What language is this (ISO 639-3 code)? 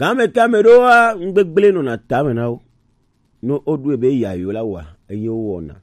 gej